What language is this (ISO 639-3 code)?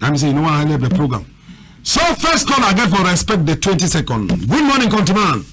wes